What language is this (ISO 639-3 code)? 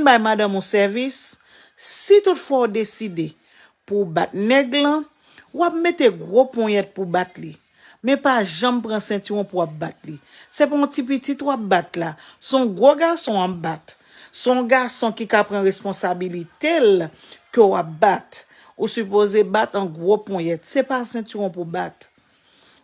hat